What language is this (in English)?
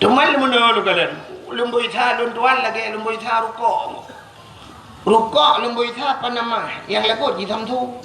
Achinese